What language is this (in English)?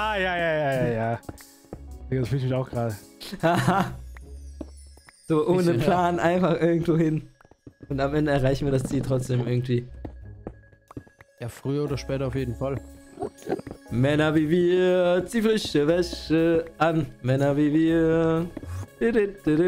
German